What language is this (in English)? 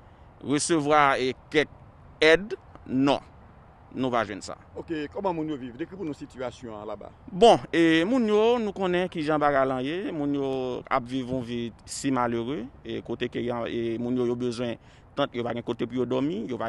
Haitian Creole